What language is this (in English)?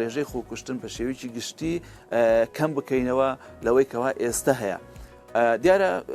Central Kurdish